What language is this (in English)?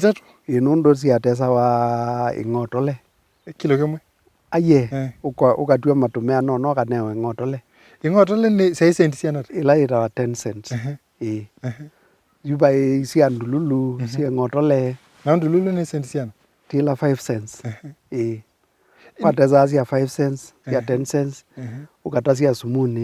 Kamba